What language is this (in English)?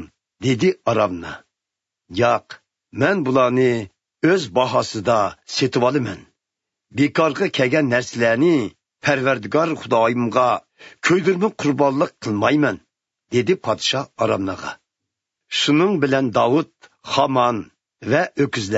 Uyghur